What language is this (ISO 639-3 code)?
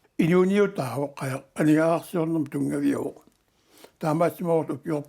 kal